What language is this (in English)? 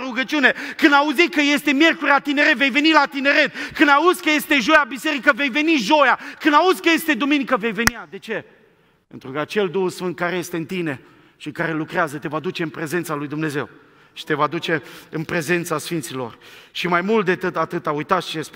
Romanian